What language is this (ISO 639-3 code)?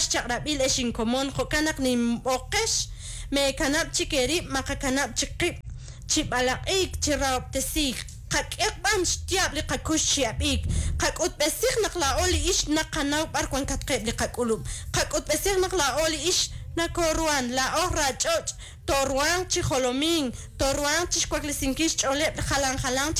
kek